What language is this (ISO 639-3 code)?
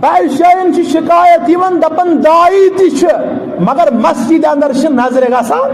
kas